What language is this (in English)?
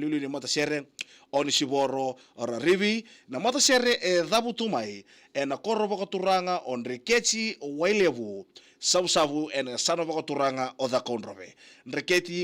Fijian